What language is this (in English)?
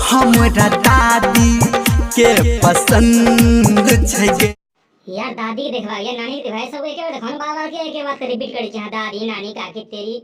Maithili